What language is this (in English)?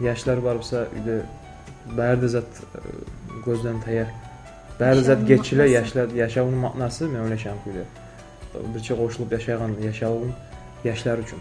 Kumyk